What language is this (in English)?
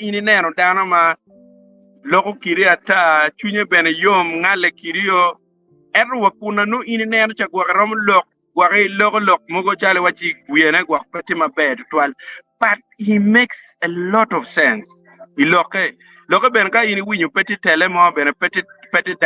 Acoli